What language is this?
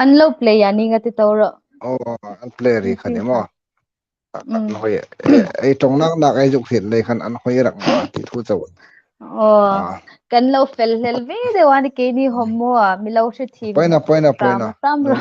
Hmar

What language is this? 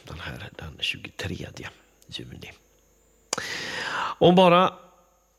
Swedish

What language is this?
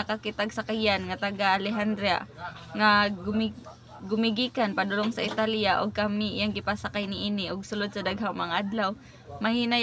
Cebuano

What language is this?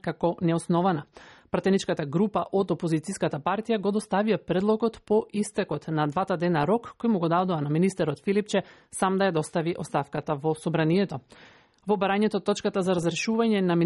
Macedonian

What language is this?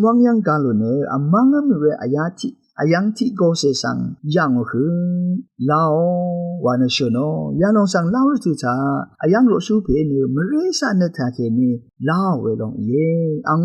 Rawang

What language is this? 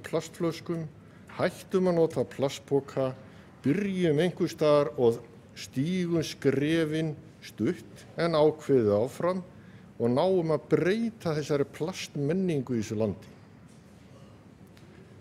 Icelandic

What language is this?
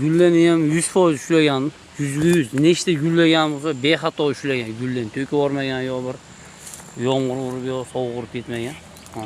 Uzbek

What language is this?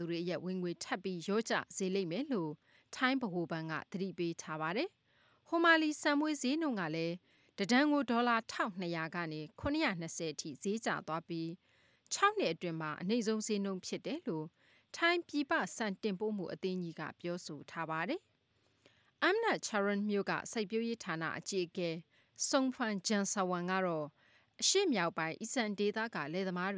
Burmese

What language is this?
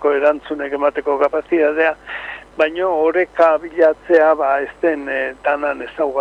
Basque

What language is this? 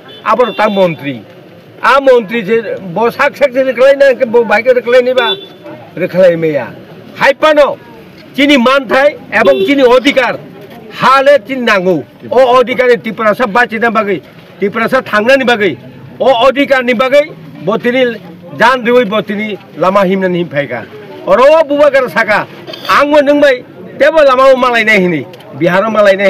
Kok Borok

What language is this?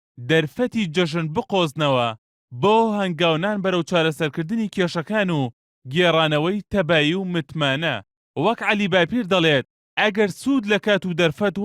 Central Kurdish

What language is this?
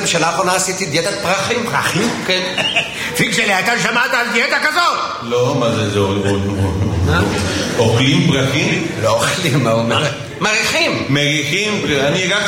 Hebrew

